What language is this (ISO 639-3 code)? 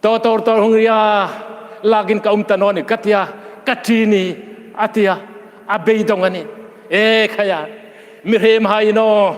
hmr